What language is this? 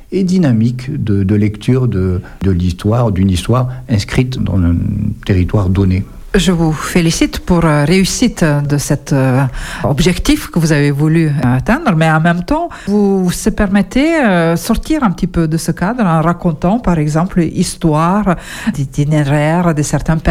French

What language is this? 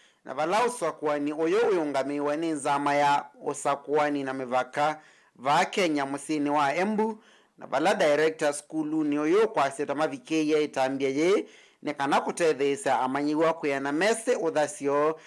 Kamba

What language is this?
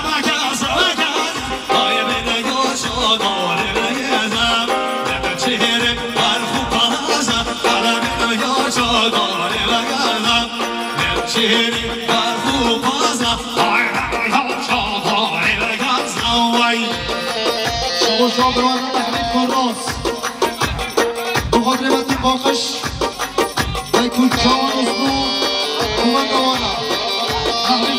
Persian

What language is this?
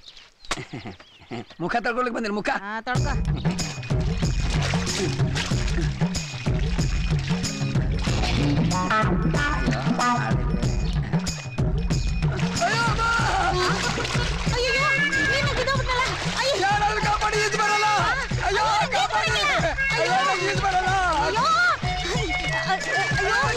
Kannada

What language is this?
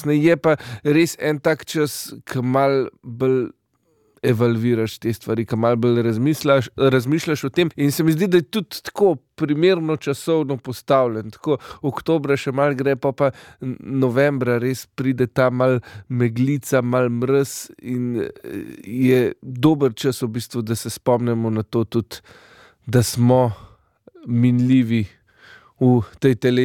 Slovenian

